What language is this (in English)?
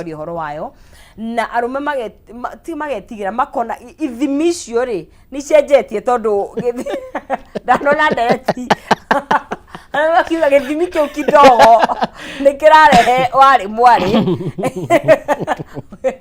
Kikuyu